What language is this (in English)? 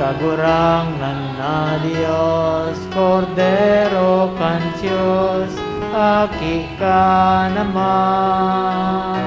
Bikol